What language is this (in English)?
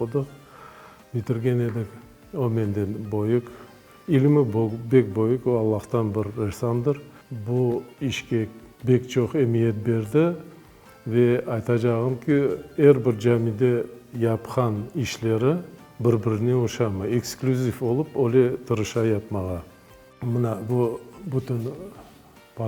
Crimean Tatar